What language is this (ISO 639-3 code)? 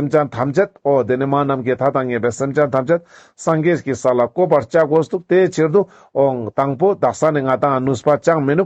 lbj